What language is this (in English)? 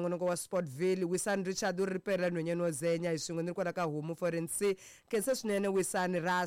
Tsonga